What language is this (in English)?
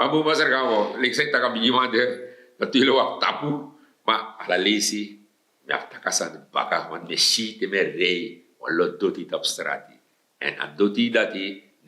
Sranan Tongo